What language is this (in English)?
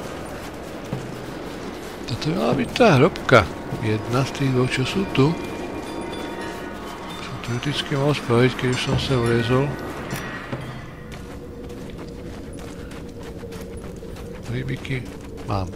Slovak